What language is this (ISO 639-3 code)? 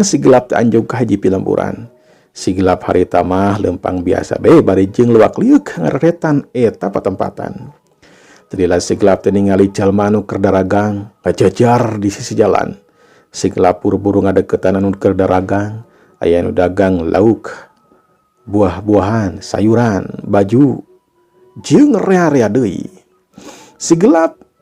sun